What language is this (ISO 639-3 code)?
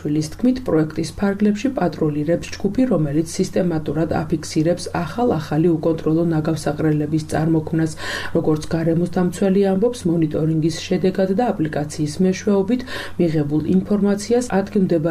kat